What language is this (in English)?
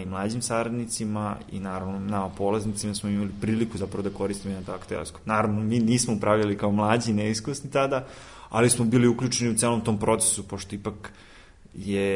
Serbian